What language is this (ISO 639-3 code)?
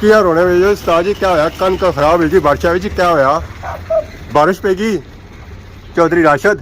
phr